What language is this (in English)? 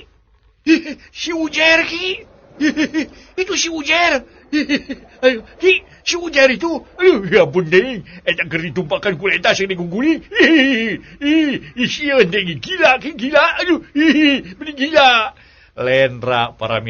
Sundanese